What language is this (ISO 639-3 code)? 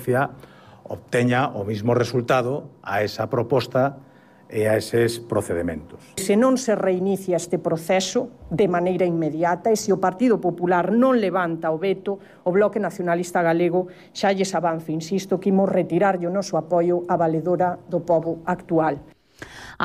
glg